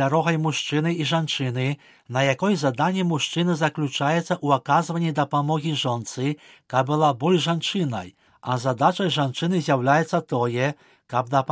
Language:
Belarusian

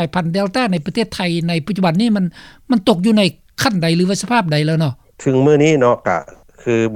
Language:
Lao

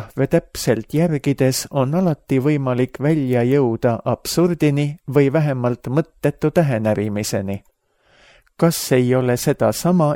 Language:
Estonian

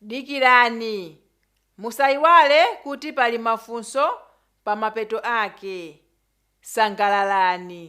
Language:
Nyanja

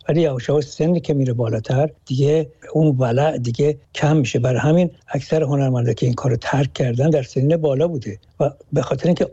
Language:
Persian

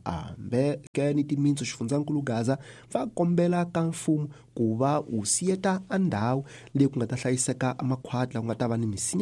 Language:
Tsonga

